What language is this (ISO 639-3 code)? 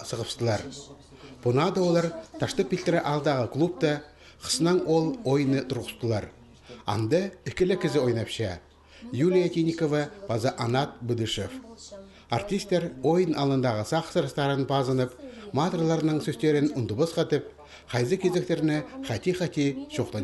kjh